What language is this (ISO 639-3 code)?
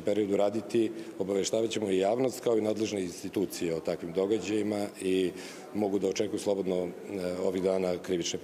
srp